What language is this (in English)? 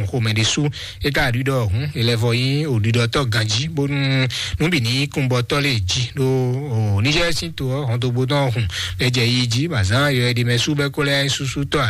Fon